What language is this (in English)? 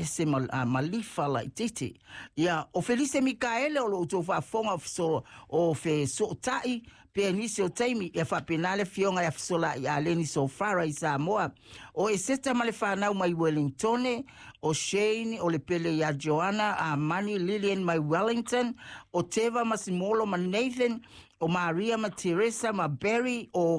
Samoan